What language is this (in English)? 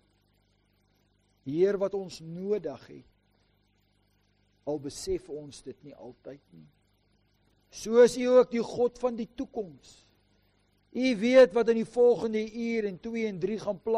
Afrikaans